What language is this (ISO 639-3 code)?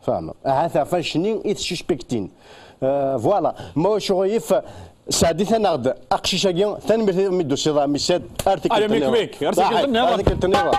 kab